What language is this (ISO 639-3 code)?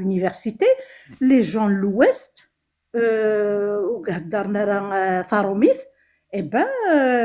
kab